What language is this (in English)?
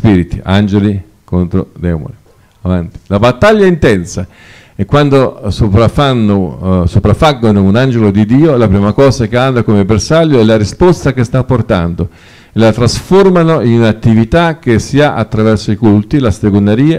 Italian